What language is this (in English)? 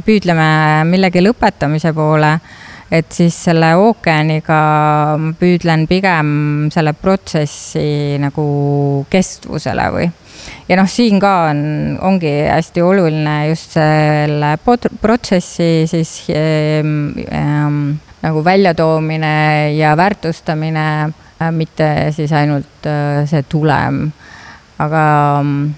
Estonian